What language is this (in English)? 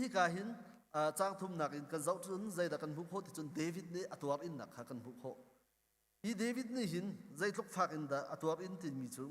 Hakha Chin